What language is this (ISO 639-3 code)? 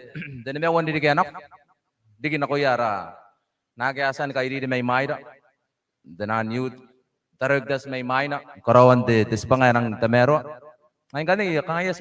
gil